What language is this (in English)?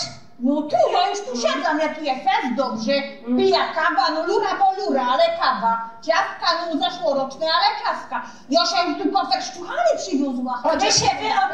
Silesian